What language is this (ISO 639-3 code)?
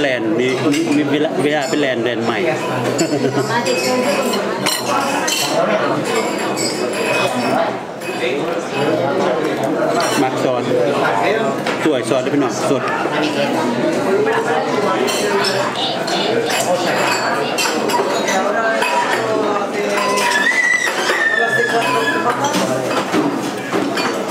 tha